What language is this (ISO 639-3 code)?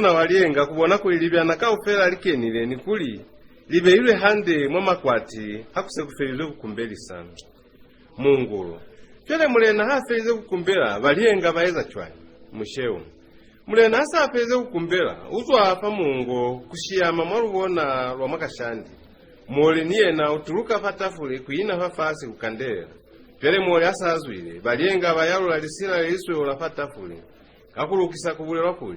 loz